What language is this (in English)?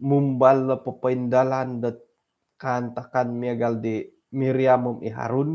Central Dusun